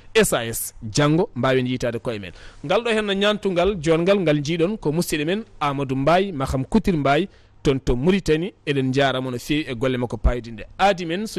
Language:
Fula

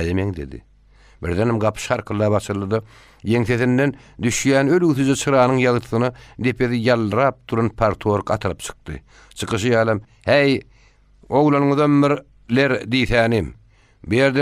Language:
Turkmen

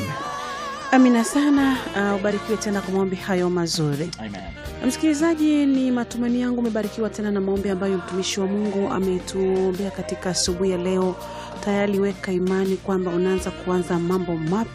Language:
Swahili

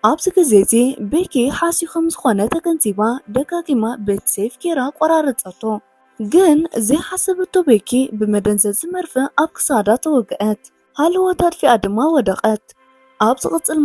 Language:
Tigrinya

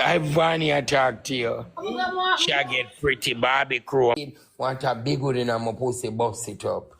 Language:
Jamaican Creole English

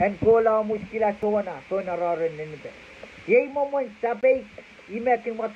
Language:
Pohnpeian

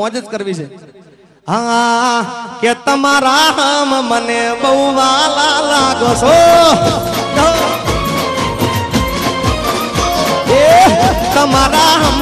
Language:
Gujarati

